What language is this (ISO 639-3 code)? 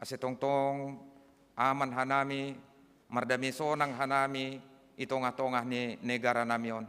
bts